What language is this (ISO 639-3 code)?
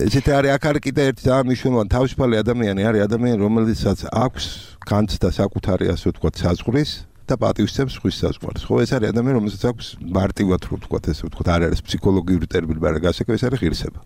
kat